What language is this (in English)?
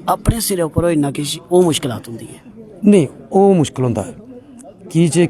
Dogri